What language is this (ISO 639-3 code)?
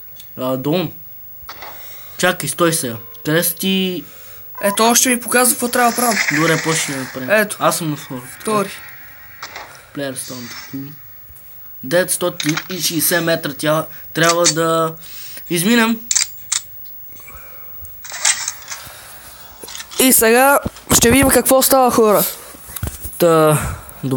bul